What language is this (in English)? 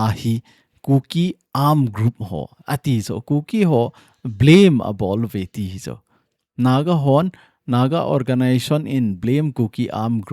Thado Chin